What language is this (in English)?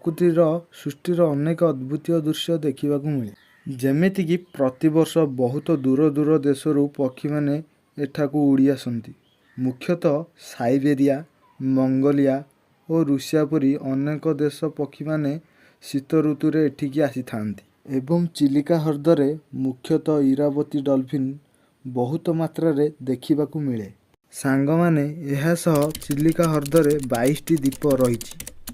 Odia